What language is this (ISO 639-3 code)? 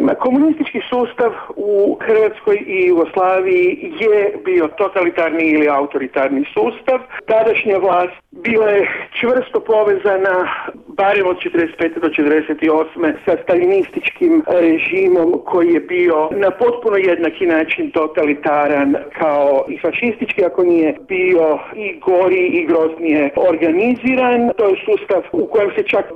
hrv